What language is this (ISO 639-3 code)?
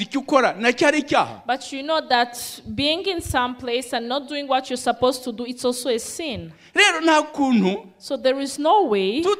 kin